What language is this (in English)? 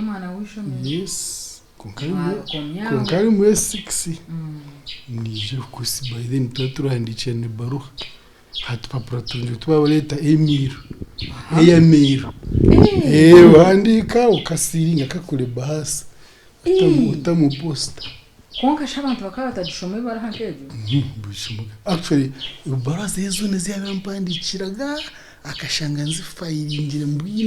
Nyankole